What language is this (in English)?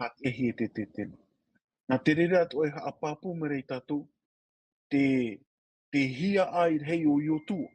Tahitian